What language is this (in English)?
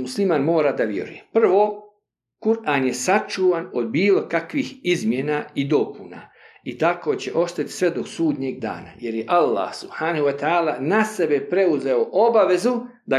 Bosnian